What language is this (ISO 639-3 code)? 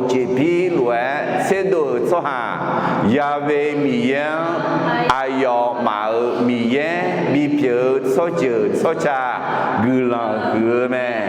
ahk